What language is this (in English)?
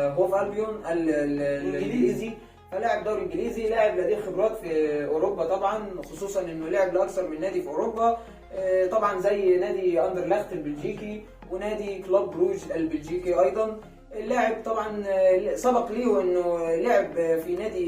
Egyptian Arabic